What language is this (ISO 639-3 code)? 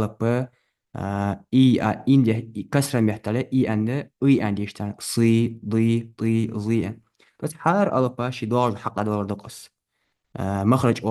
inh